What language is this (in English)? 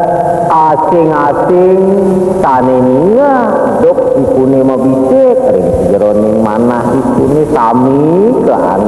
Balinese